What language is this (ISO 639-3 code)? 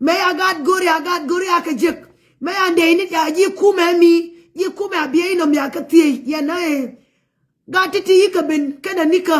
nus